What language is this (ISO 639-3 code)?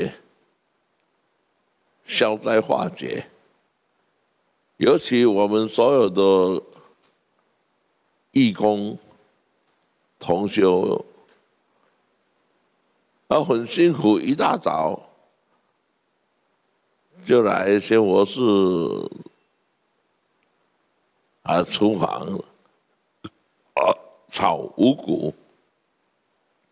zho